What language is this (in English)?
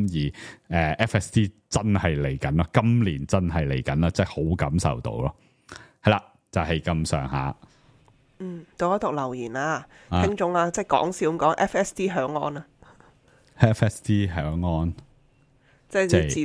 Cantonese